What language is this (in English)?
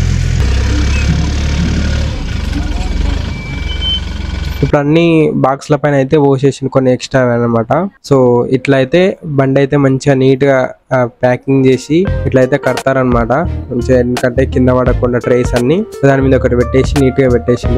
Telugu